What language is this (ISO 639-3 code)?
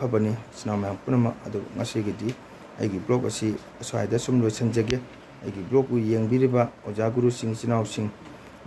mni